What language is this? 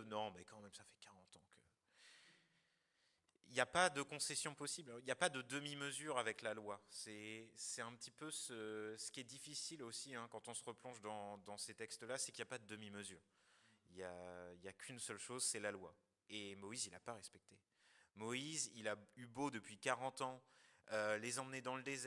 French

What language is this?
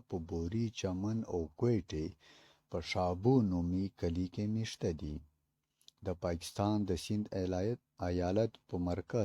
Pashto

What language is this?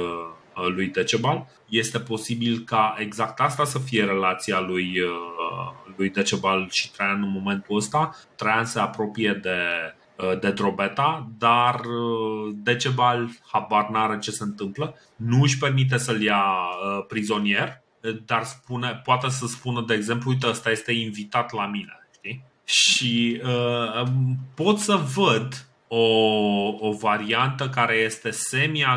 Romanian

